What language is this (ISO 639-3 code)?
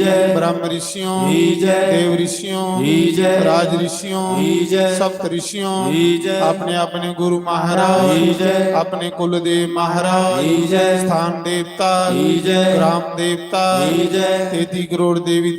doi